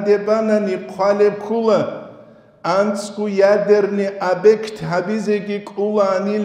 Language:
Avaric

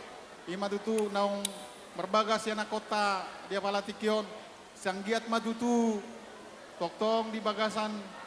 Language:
Batak Toba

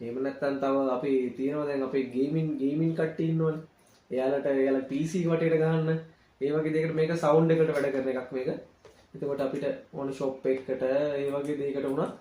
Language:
Sinhala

